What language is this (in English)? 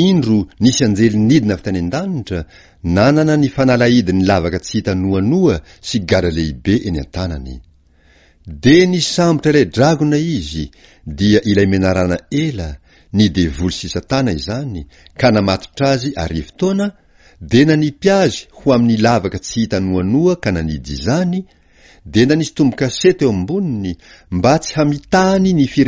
Malagasy